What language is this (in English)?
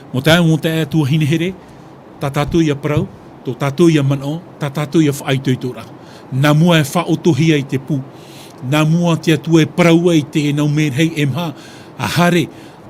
Tahitian